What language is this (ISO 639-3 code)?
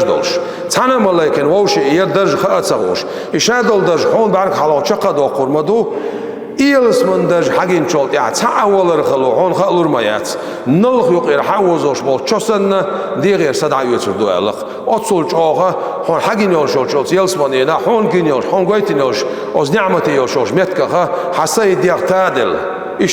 che